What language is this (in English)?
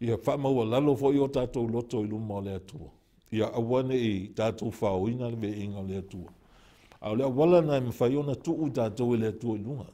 Samoan